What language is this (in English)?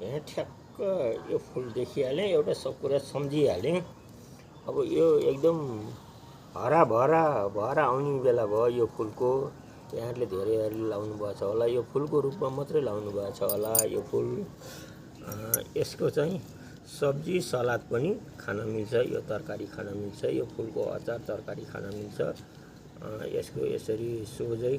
Nepali